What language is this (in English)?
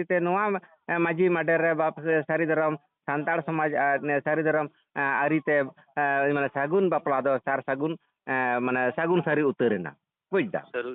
Santali